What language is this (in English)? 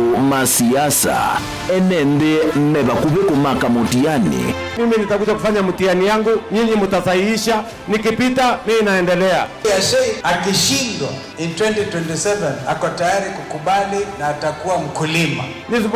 Kamba